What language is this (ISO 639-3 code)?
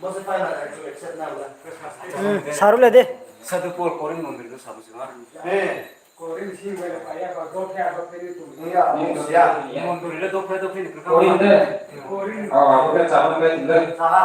ria